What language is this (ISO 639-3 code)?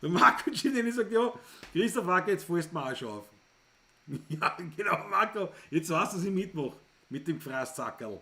bar